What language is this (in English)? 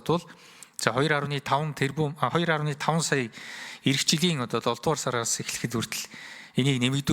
Mongolian